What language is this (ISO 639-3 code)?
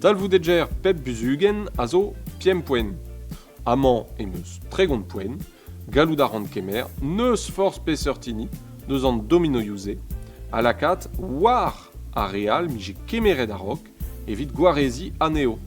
bre